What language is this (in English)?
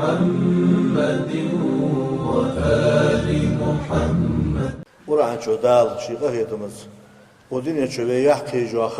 Ingush